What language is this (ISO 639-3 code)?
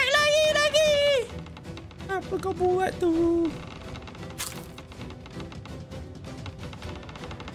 msa